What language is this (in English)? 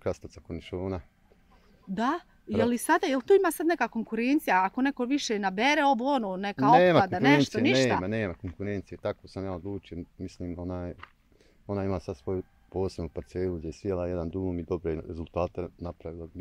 Bosnian